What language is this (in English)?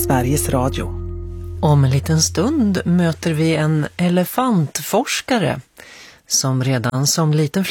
Swedish